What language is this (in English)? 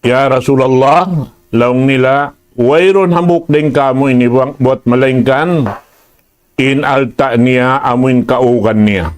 Tausug